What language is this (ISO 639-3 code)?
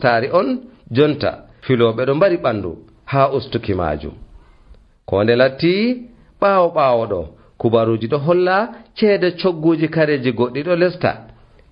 fuv